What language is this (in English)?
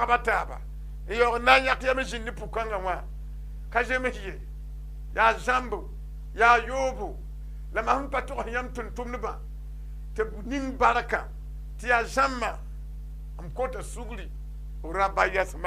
Mossi